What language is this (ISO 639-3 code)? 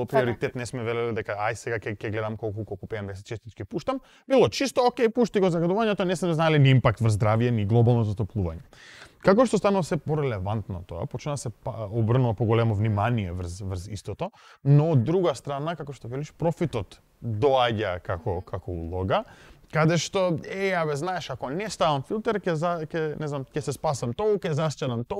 mkd